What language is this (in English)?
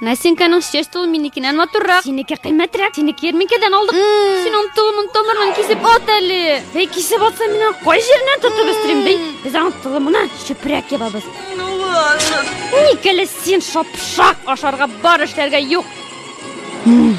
Tatar